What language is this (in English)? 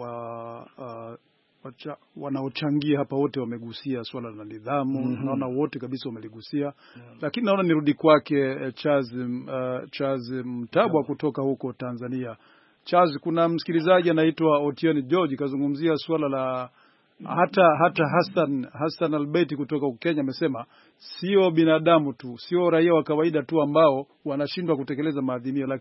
Swahili